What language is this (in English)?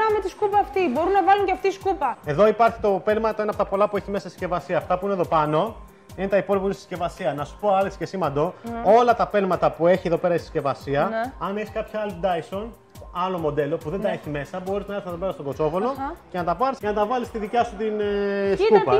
Greek